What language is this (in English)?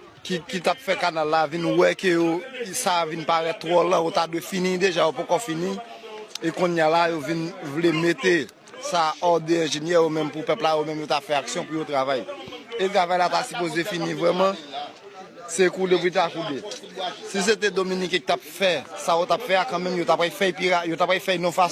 Haitian Creole